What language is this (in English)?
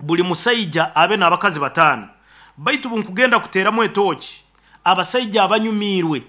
Nyoro